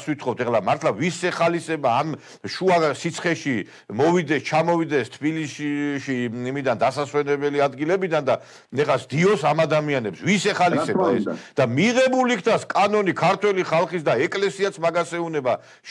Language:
Georgian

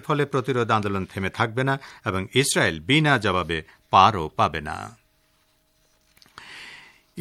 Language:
Bangla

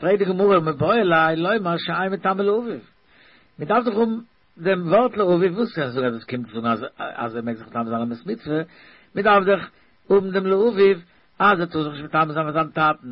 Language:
Yiddish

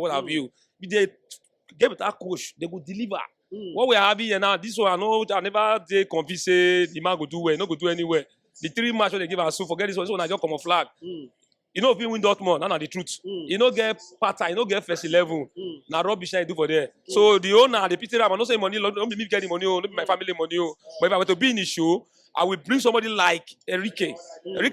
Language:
Nigerian Pidgin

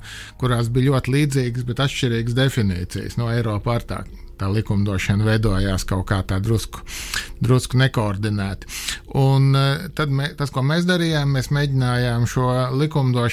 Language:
Latvian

